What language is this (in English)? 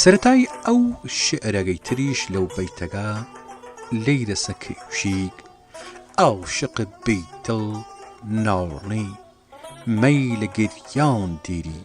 Southern Kurdish